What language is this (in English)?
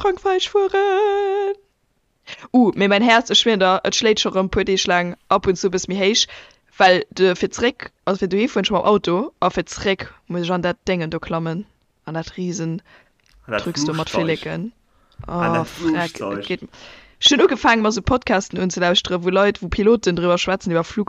Luxembourgish